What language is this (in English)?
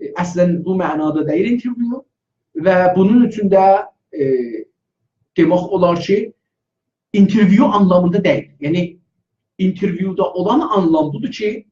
South Azerbaijani